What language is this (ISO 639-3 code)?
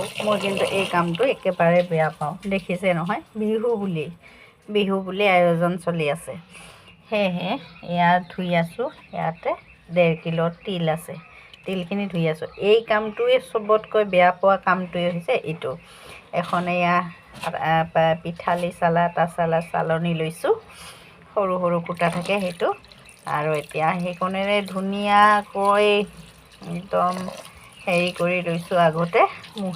asm